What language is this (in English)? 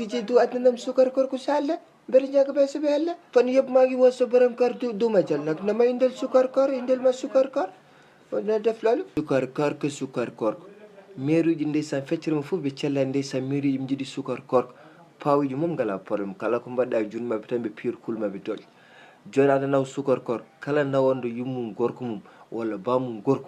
Fula